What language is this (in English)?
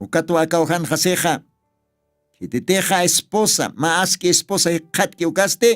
Aymara